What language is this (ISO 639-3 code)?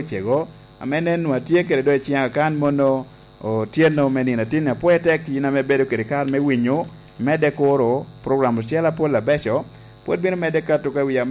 laj